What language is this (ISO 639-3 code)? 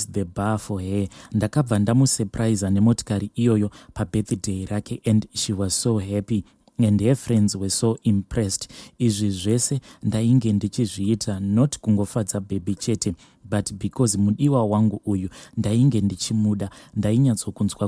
sna